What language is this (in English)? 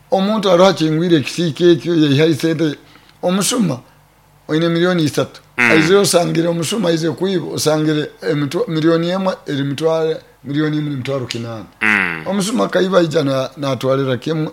Nyoro